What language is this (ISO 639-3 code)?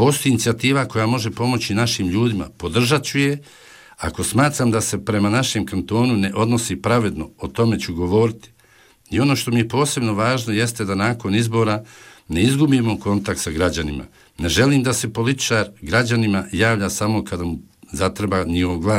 bos